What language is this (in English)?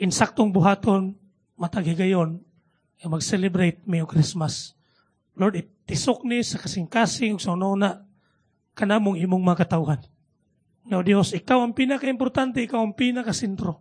Cebuano